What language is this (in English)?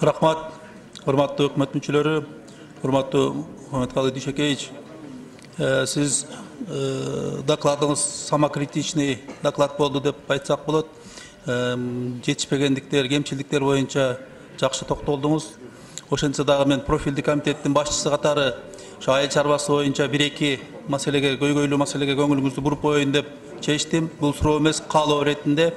Kyrgyz